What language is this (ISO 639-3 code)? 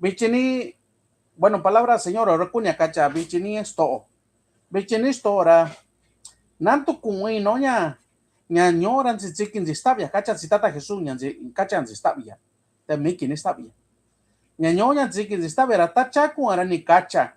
mix